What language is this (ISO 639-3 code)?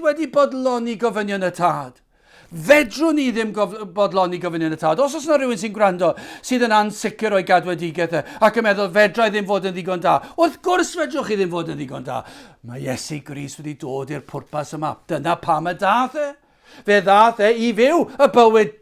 cym